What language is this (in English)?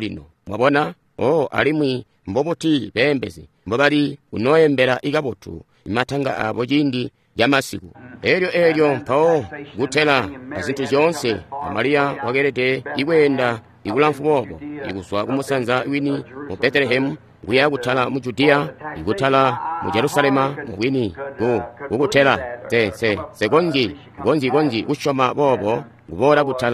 Tonga (Zambia)